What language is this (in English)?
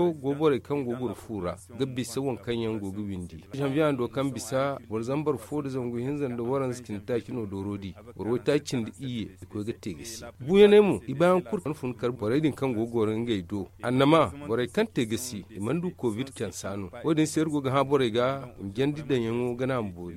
Zarma